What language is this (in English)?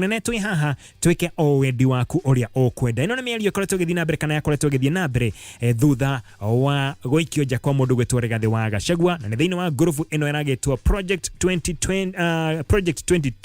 Kikuyu